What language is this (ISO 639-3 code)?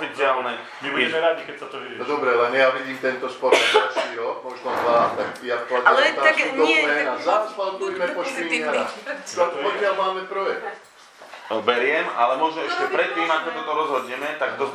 slk